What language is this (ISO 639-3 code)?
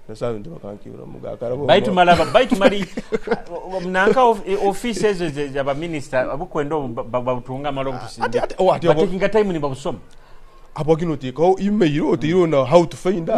nyo